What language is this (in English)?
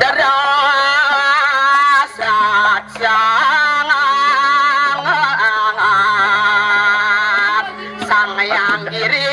Balinese